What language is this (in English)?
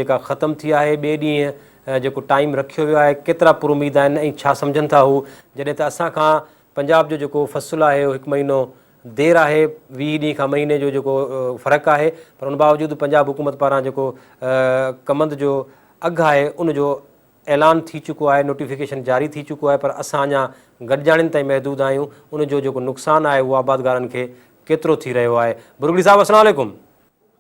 Sindhi